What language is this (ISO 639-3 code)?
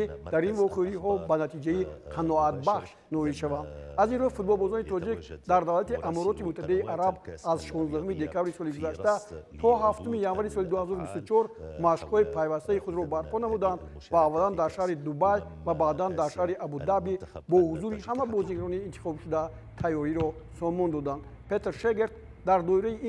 tgk